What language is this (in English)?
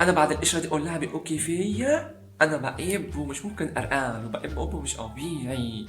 Egyptian Arabic